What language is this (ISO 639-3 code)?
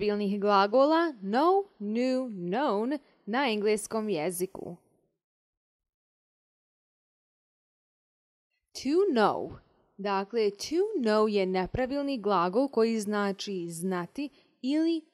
hrv